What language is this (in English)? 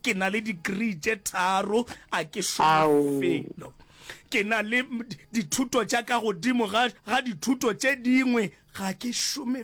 Northern Sotho